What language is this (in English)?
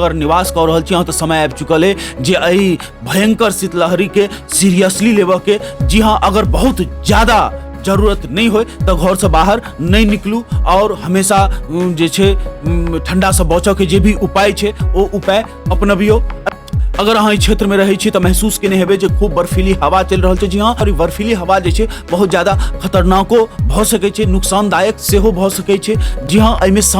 Maithili